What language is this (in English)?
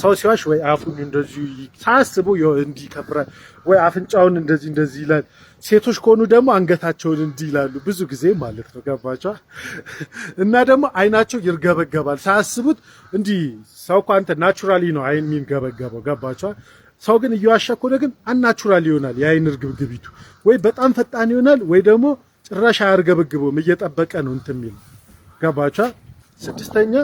Amharic